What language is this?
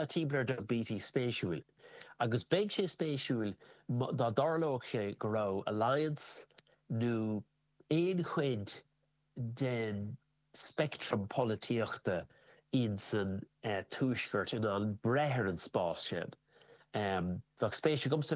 Irish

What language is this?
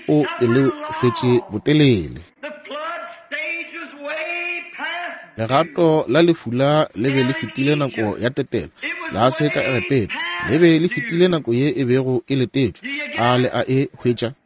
Northern Sotho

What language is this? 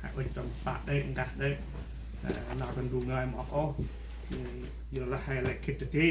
Central Mnong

